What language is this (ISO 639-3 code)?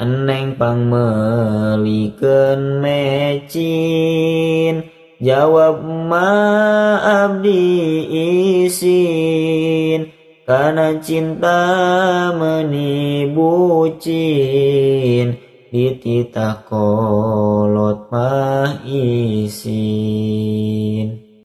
sun